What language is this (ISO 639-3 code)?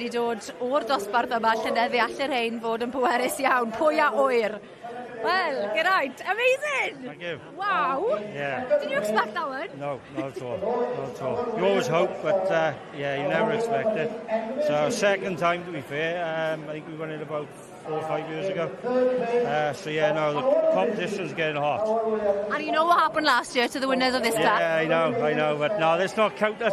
cym